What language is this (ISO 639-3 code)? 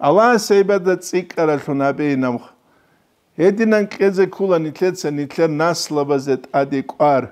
ava